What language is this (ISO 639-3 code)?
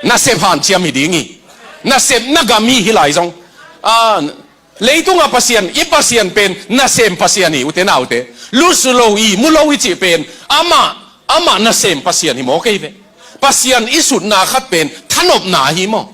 ctd